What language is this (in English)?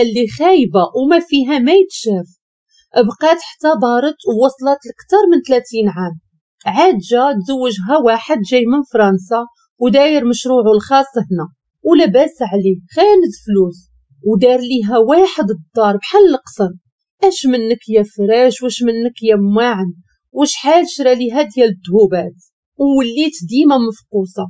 Moroccan Arabic